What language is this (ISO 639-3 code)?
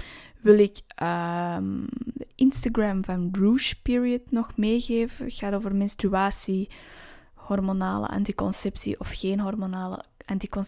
nld